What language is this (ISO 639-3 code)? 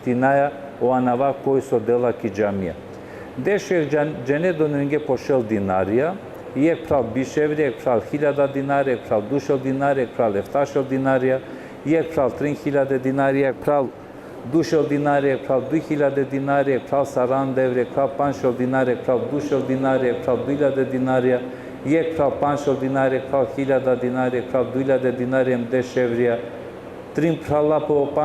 rmn